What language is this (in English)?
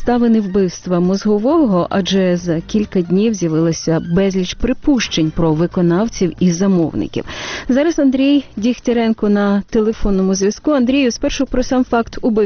Ukrainian